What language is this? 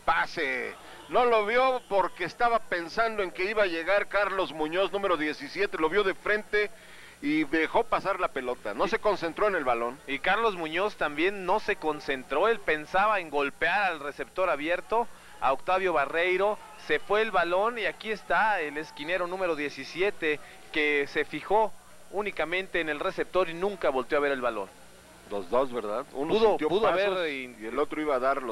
Spanish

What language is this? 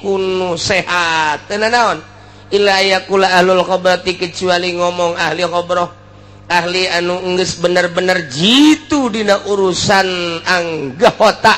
Sundanese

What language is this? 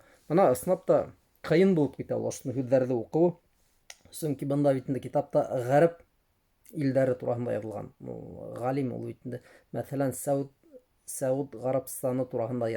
Bashkir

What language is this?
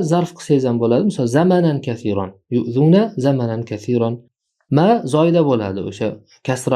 Uzbek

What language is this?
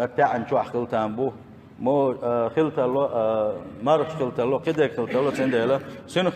Chechen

